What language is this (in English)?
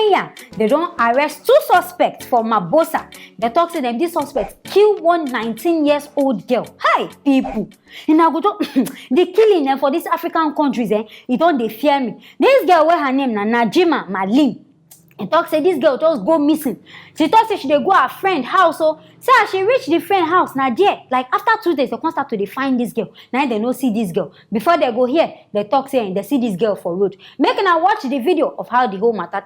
Nigerian Pidgin